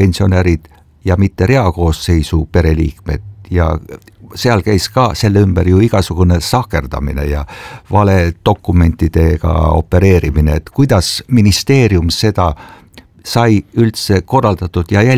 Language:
Estonian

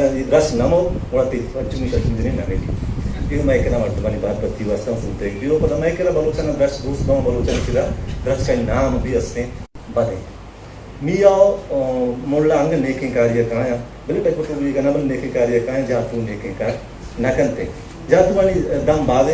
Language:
Eastern Balochi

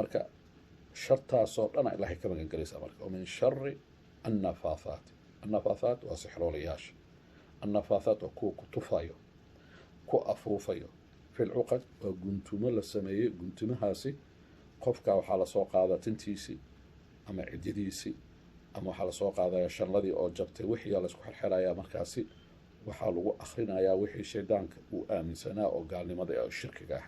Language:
Somali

